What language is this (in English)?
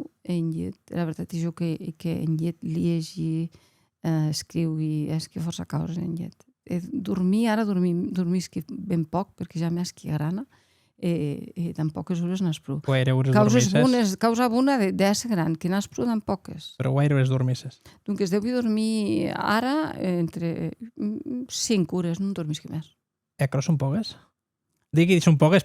Occitan